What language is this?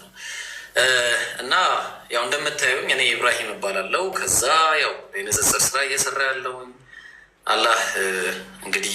Amharic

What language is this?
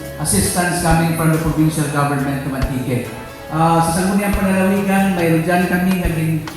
Kinaray-a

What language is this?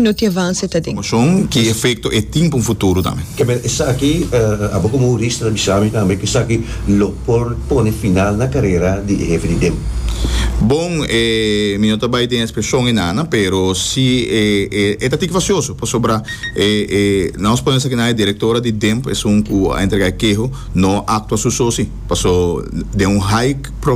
Papiamento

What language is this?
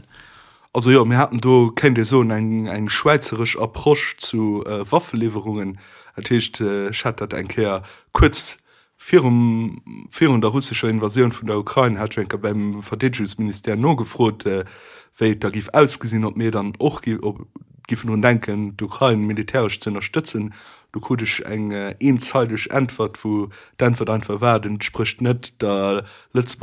Luxembourgish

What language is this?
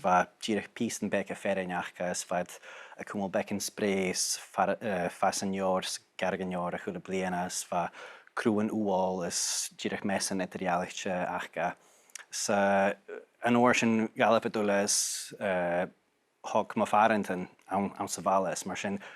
Scottish Gaelic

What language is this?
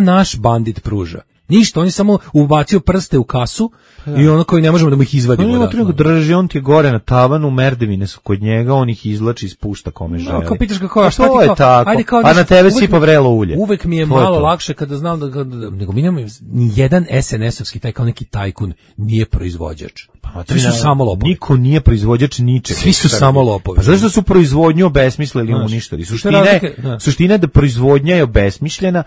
Serbian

